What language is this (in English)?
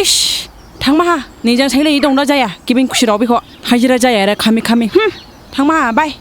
Dimasa